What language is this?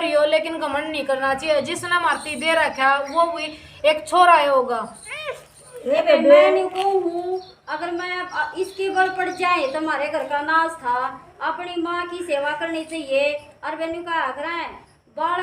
Haryanvi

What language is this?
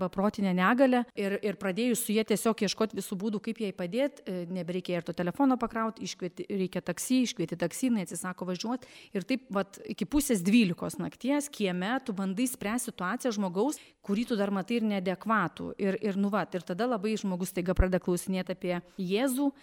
Lithuanian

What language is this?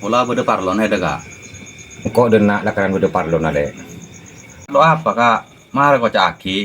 Madurese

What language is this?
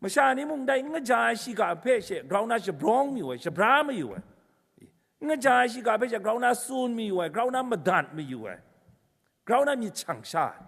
Kachin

